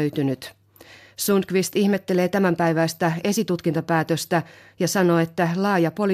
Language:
Finnish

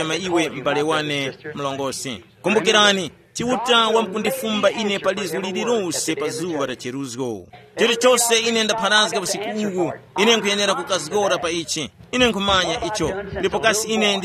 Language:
Tumbuka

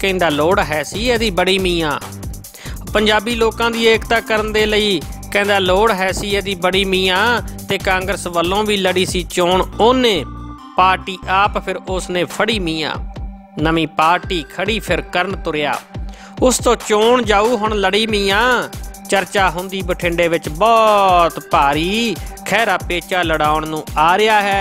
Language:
Punjabi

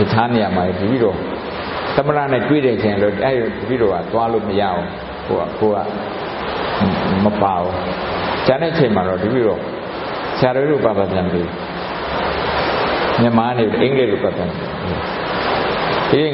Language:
Burmese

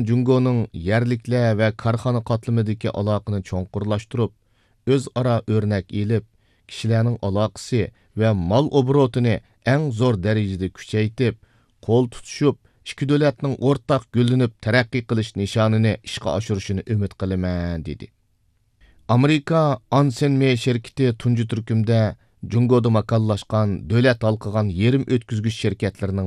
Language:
Uyghur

